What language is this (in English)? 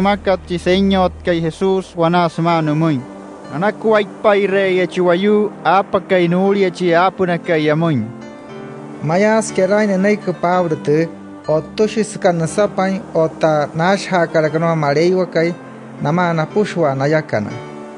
Wayuu